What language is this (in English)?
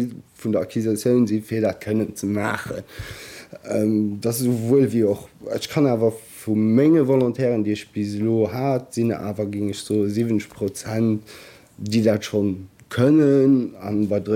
Luxembourgish